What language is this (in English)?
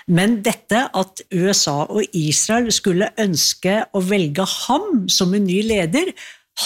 Norwegian